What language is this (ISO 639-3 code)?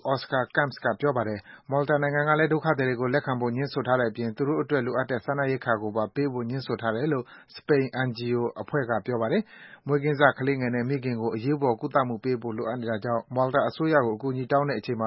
mya